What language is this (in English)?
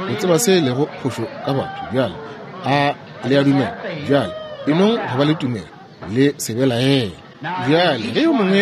Northern Sotho